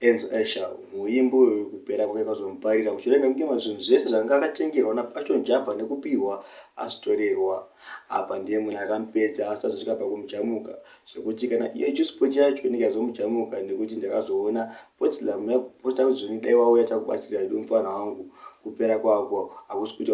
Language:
Shona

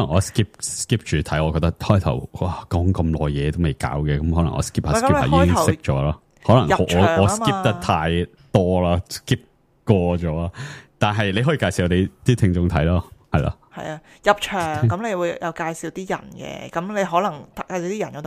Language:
Cantonese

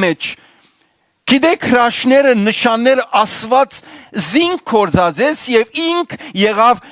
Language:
Western Armenian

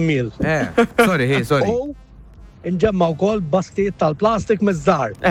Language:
Maltese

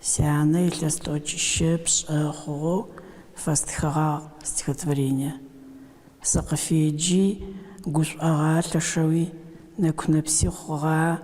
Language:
Adyghe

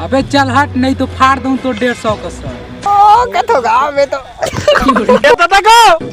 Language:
Chhattisgarhi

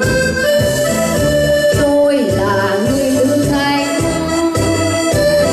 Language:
Vietnamese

